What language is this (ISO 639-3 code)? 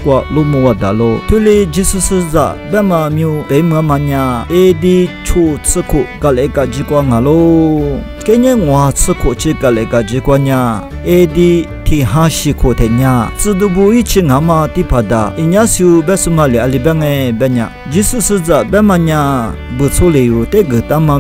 lis